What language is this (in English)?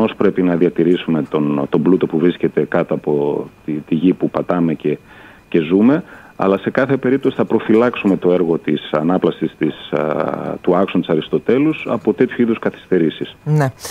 Greek